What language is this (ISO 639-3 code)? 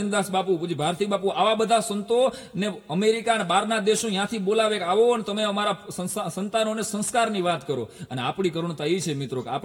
guj